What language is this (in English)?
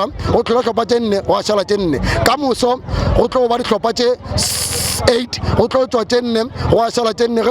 Northern Sotho